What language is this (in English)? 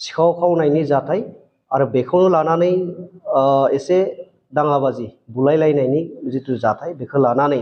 Bodo